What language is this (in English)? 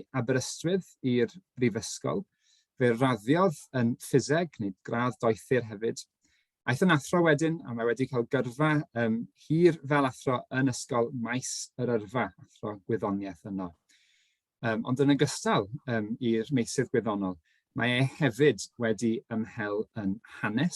Welsh